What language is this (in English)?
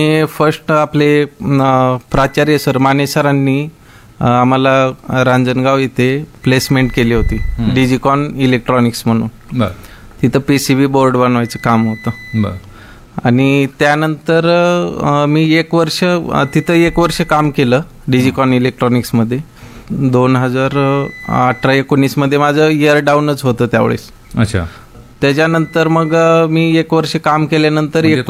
Marathi